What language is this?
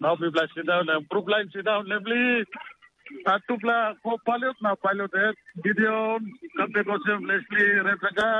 Tok Pisin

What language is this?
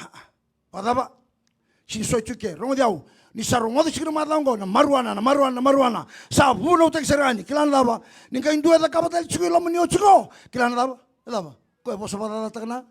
Fijian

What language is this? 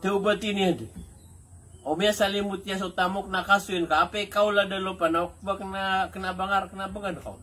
Maranao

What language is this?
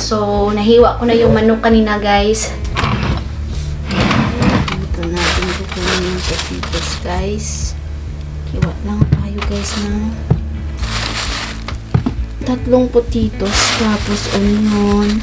Filipino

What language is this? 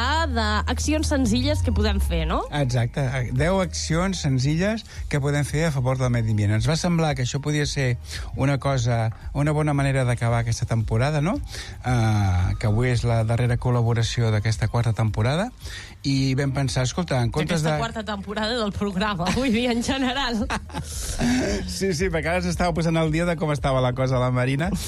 Catalan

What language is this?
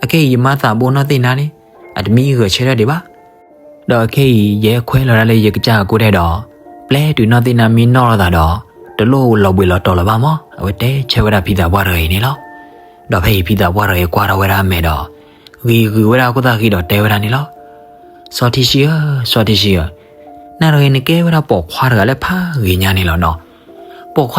S'gaw Karen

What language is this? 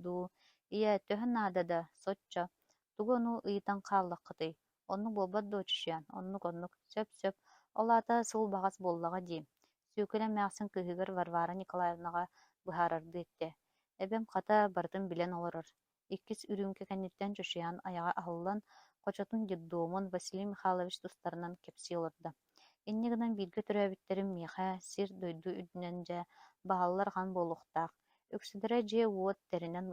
Yakut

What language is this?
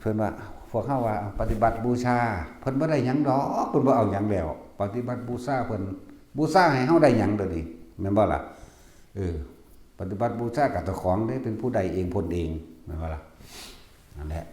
Northeastern Thai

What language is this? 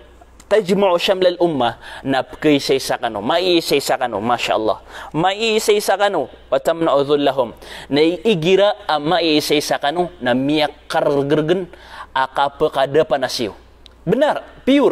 Maranao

